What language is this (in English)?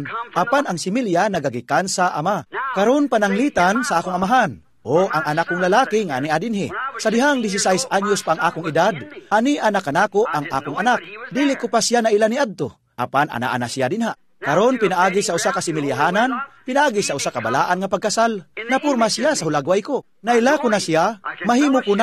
Cebuano